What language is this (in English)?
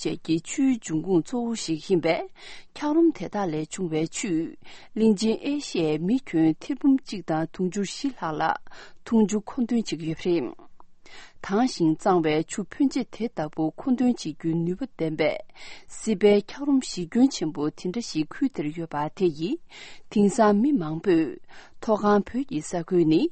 Tibetan